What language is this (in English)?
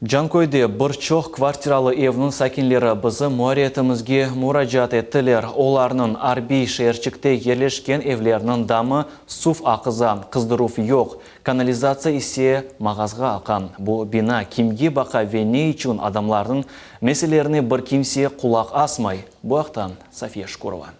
Crimean Tatar